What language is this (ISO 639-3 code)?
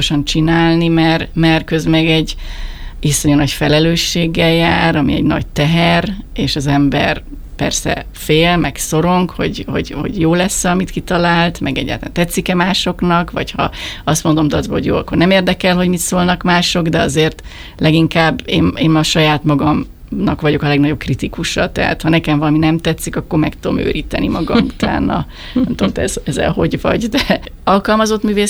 hun